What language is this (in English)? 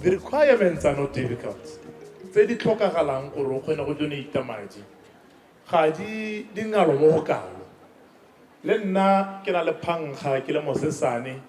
Tswana